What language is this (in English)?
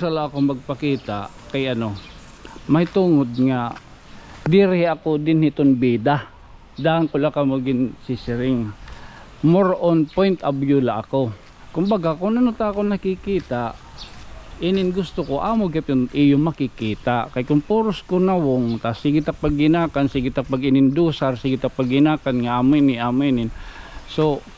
Waray